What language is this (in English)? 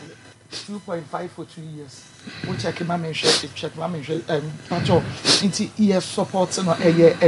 Akan